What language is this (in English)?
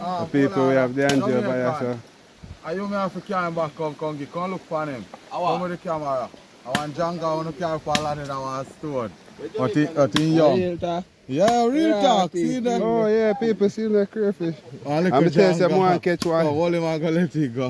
Jamaican Creole English